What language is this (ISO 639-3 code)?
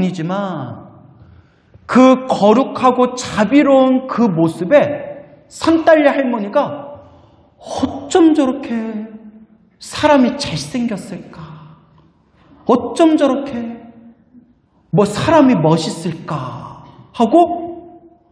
kor